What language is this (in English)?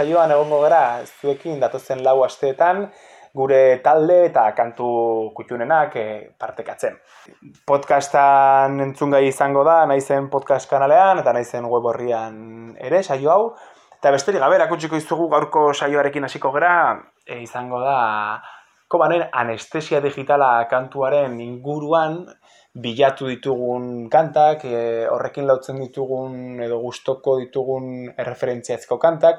Basque